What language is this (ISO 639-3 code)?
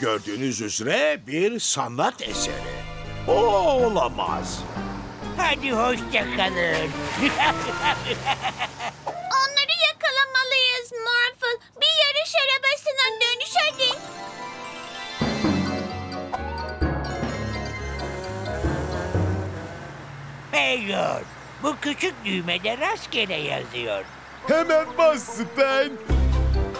tur